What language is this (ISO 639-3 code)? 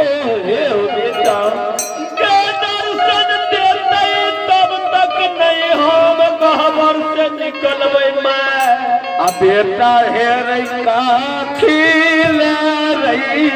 mai